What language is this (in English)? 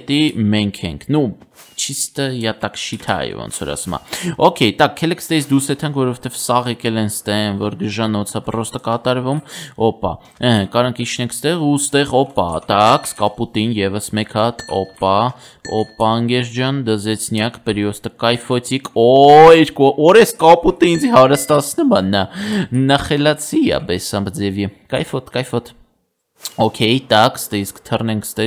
Armenian